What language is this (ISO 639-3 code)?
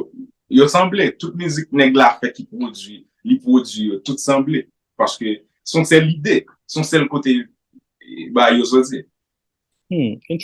hat